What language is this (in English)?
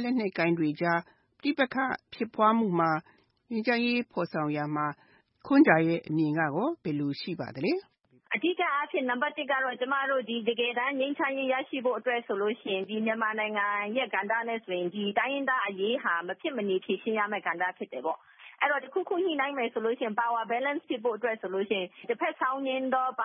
Burmese